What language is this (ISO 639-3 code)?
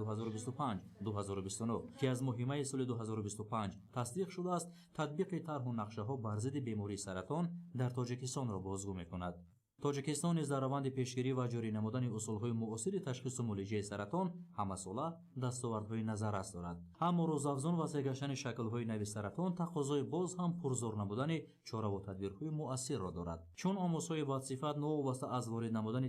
tgk